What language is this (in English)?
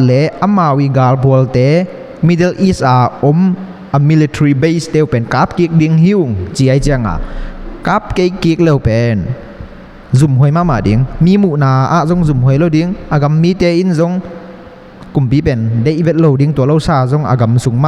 Tedim Chin